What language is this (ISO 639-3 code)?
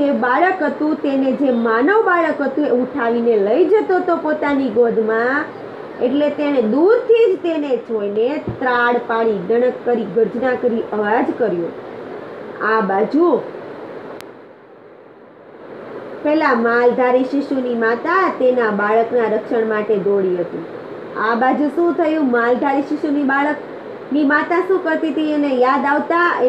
guj